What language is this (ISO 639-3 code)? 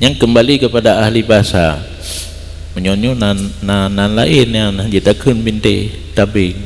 ace